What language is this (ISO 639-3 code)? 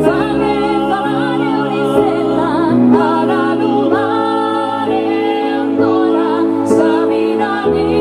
srd